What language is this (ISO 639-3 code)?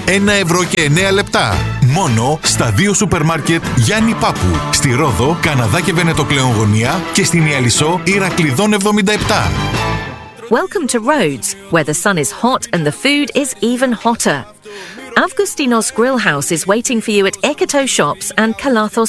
ell